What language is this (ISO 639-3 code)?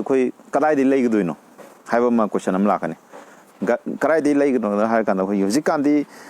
mni